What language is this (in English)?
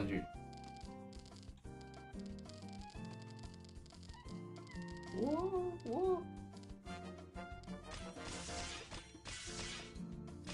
Chinese